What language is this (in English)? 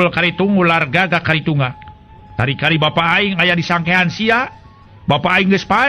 Sundanese